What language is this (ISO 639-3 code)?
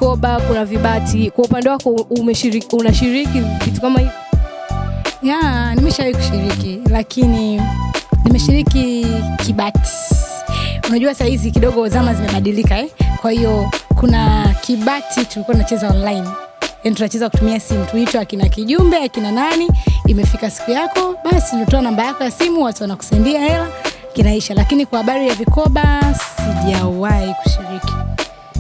swa